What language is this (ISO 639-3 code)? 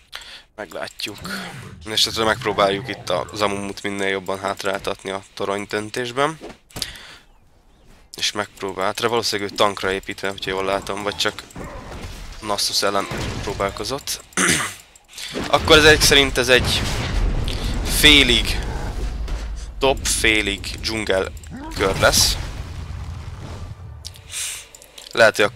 hun